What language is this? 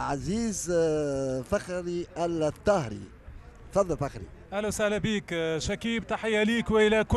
Tunisian Arabic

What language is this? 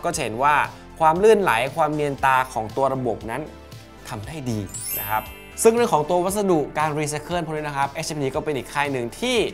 Thai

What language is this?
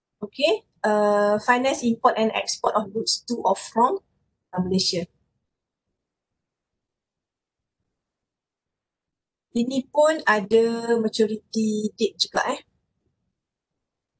Malay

